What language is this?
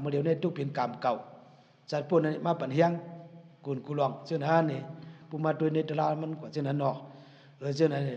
Shan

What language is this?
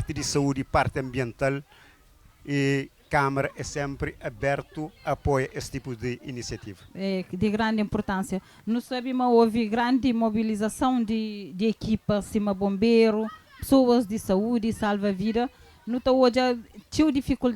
Kabuverdianu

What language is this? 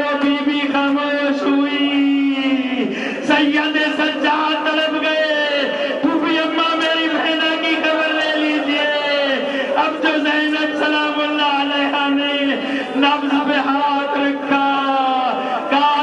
Urdu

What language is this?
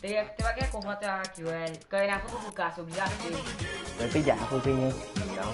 Morisyen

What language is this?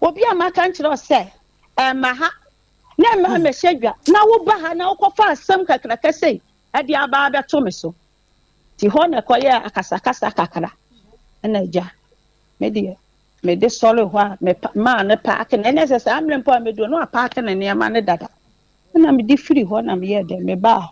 Akan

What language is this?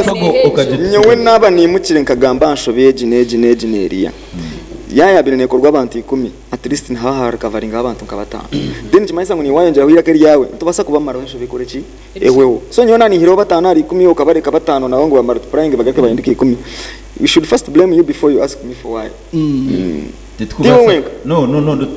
Nyankole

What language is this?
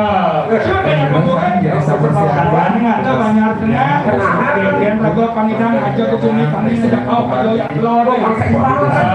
Balinese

